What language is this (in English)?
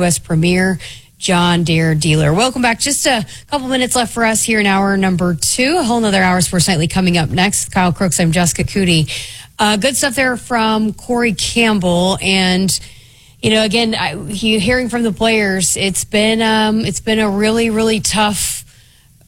English